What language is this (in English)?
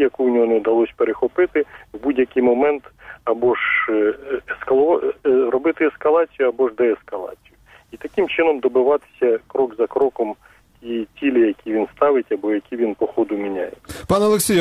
Ukrainian